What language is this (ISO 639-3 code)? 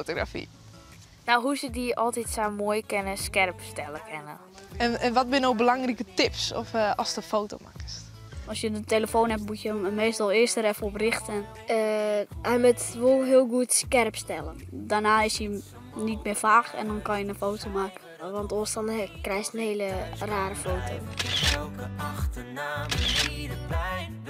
fry